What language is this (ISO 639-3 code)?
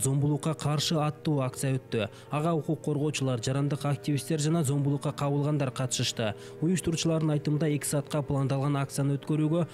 kir